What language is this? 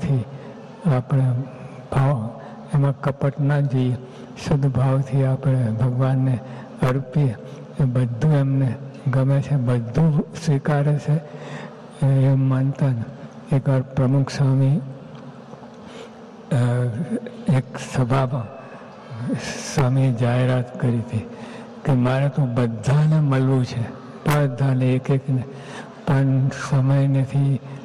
Gujarati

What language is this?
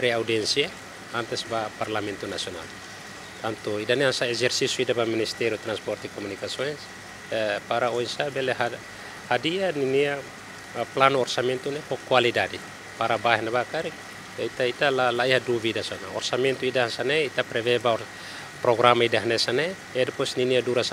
Tetum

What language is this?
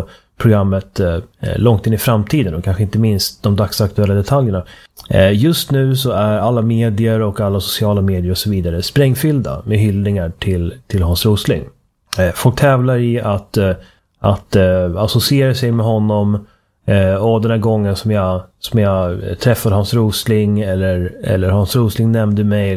Swedish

